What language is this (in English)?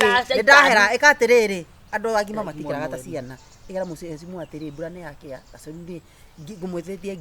Kikuyu